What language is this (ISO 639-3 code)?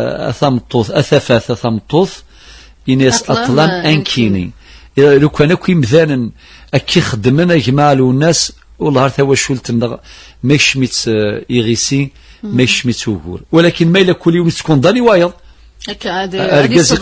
kab